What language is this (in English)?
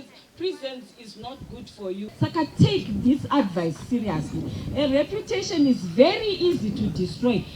Shona